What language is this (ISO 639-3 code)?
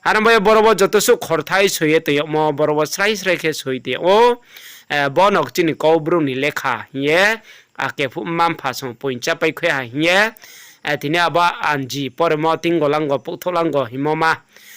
ria